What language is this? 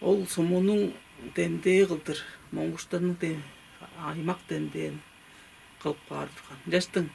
Tuvinian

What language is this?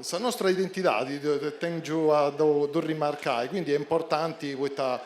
Sardinian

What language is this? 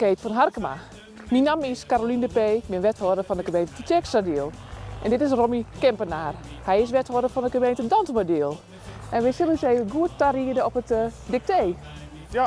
Western Frisian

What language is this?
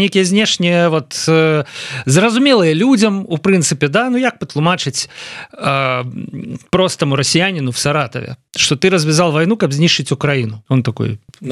Belarusian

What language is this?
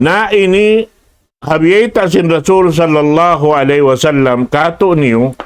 Tausug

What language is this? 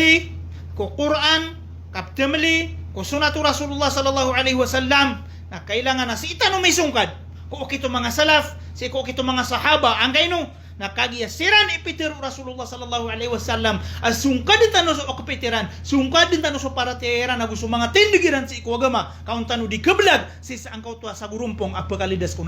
Maranao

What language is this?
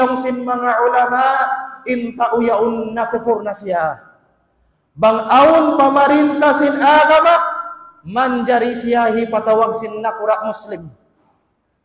Tausug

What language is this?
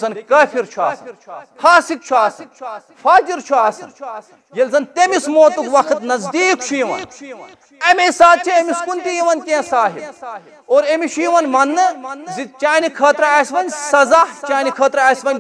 Kashmiri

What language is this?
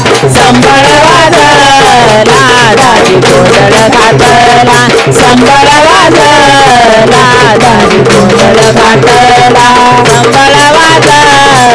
Marathi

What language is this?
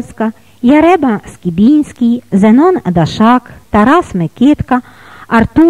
Ukrainian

